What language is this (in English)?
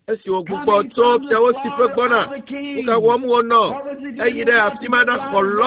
Ewe